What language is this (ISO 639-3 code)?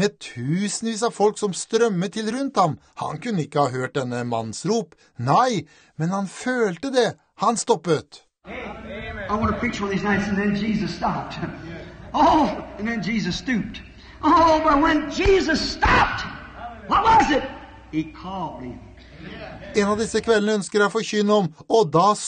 nor